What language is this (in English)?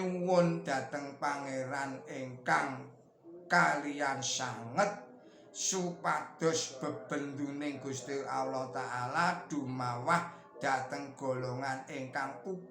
Javanese